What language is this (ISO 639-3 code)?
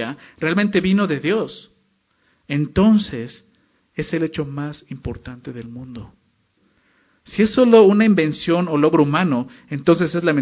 spa